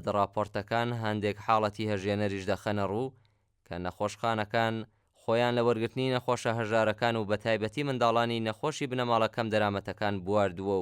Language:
Central Kurdish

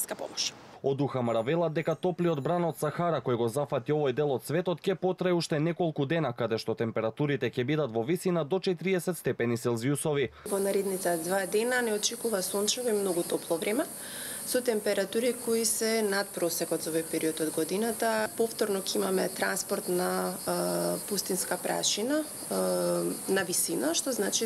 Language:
Macedonian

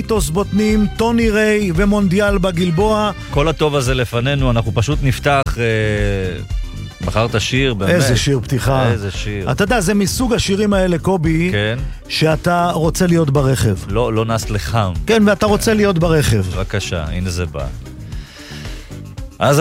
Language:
Hebrew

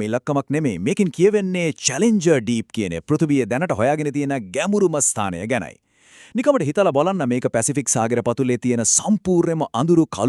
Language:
Sinhala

